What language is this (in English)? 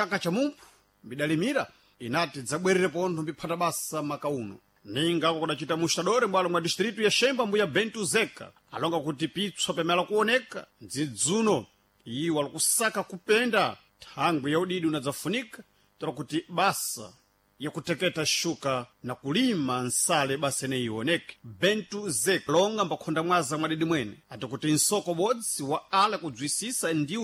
Sena